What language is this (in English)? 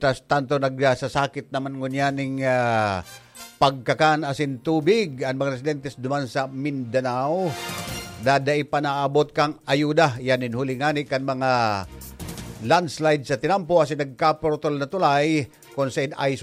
Bikol